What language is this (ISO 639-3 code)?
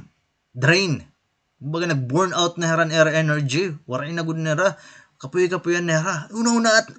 war